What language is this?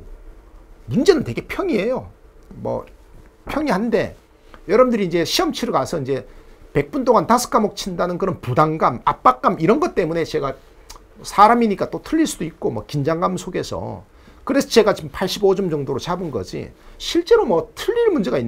Korean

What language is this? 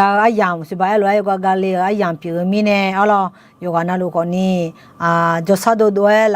Akha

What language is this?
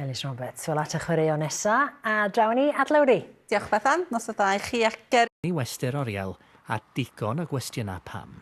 Welsh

